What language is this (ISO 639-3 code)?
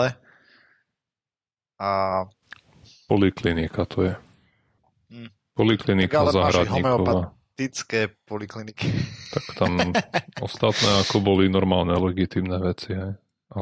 slk